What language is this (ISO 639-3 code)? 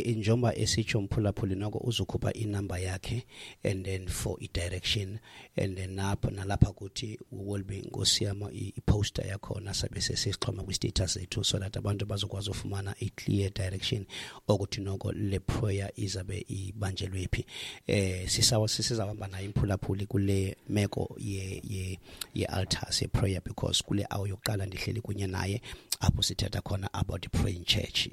xho